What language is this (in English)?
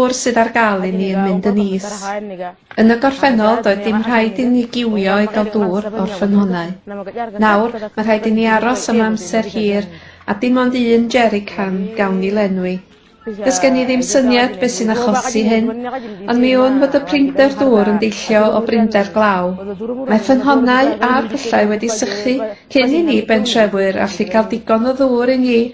Welsh